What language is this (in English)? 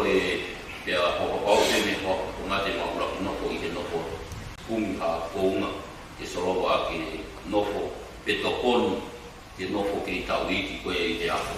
Tongan